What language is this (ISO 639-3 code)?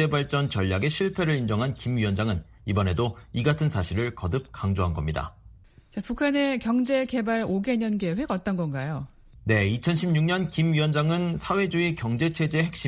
kor